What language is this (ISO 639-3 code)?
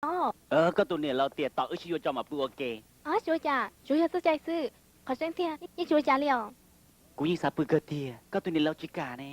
hmn